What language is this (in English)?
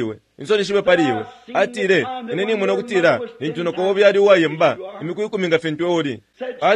Bemba